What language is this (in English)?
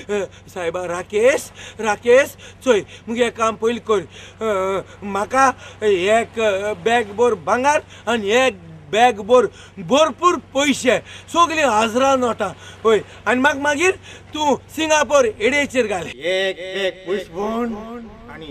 Konkani